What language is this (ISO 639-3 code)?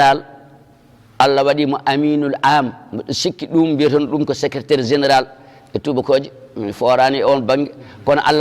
ful